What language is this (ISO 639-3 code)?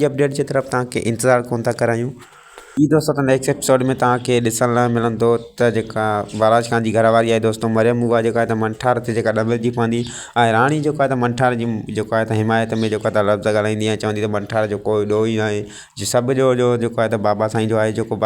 snd